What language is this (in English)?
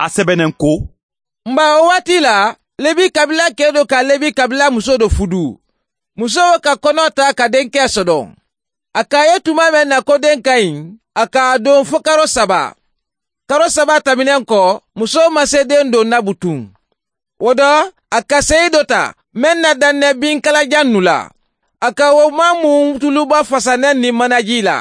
Bambara